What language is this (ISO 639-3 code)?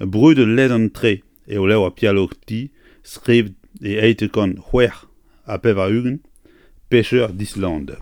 bre